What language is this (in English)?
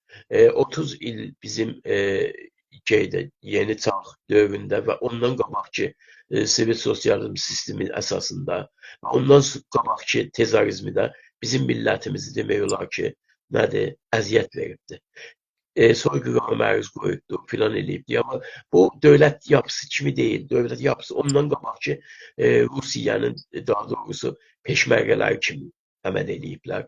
South Azerbaijani